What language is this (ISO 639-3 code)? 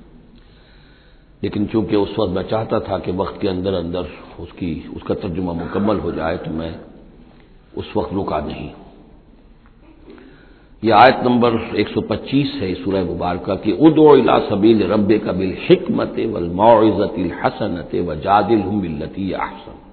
urd